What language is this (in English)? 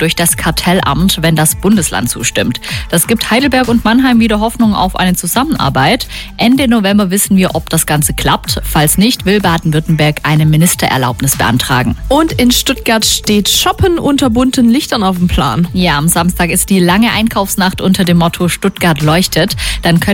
German